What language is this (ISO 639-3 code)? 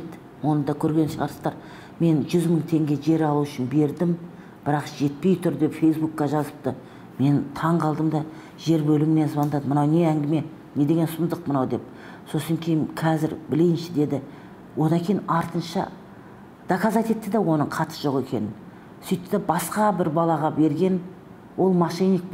kaz